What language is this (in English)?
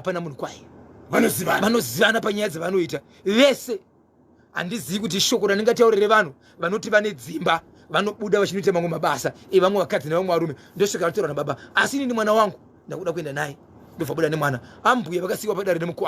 Shona